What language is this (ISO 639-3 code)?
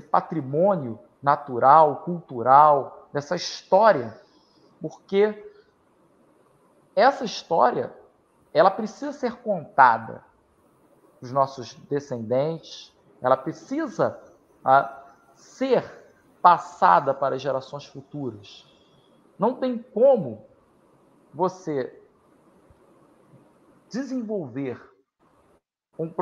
por